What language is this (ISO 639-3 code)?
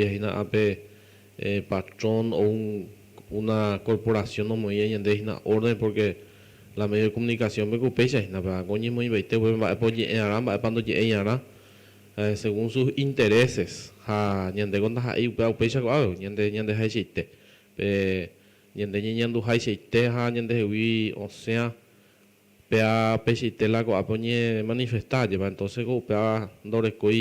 grn